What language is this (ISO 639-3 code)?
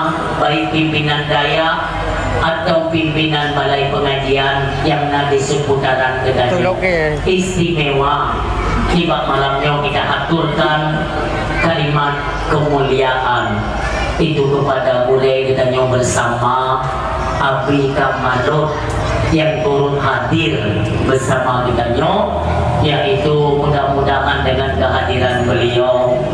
ace